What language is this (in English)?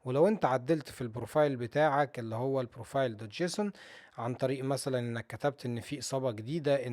Egyptian Arabic